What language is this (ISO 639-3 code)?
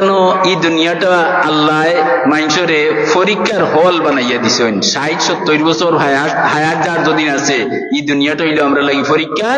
syl